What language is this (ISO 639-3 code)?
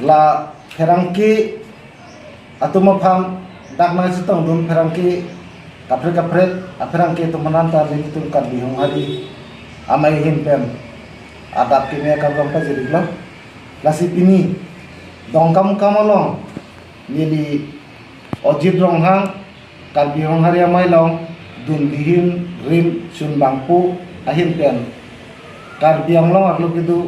mjw